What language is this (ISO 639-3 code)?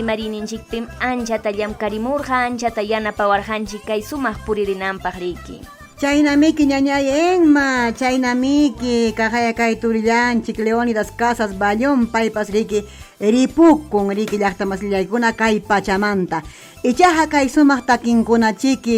quy